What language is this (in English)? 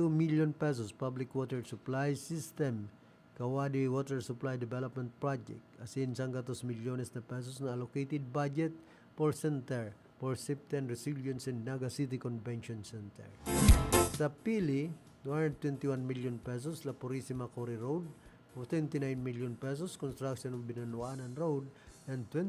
Bikol